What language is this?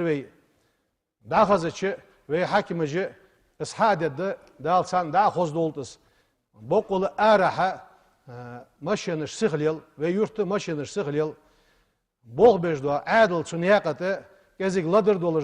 Ingush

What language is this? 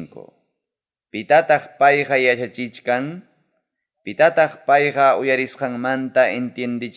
Ayacucho Quechua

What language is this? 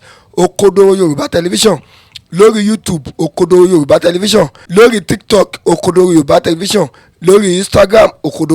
Yoruba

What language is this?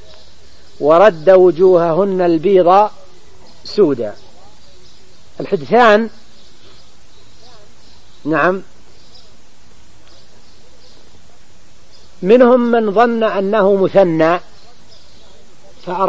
Arabic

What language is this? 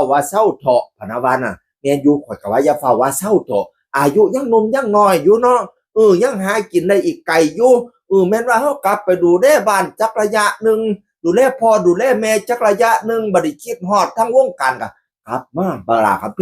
Northeastern Thai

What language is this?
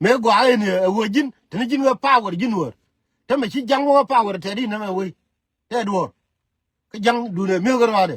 Nuer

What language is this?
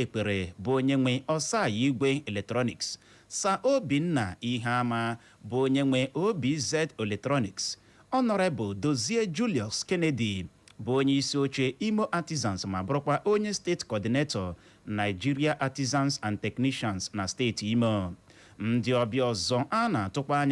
Igbo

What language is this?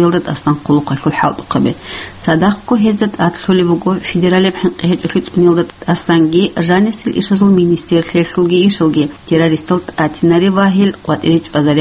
Avaric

